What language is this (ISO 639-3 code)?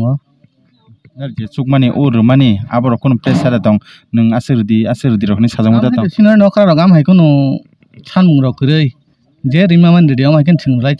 trp